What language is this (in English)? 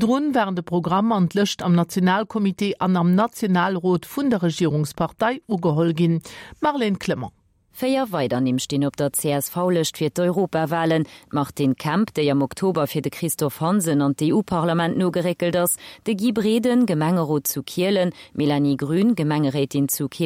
Luxembourgish